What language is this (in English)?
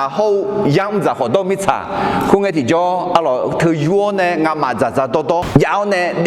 Akha